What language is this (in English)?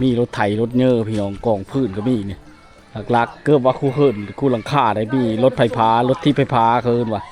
Lao